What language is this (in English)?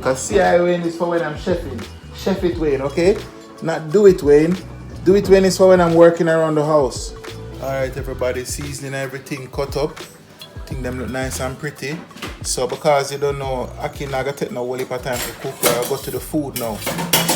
Jamaican Creole English